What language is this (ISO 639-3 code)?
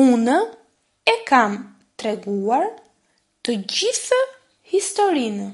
sqi